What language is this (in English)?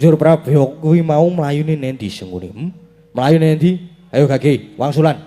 Javanese